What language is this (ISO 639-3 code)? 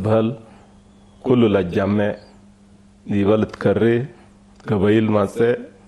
tig